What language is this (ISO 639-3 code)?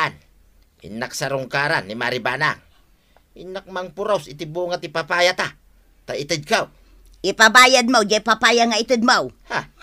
ilo